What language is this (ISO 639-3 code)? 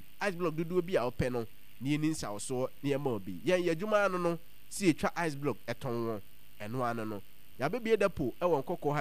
aka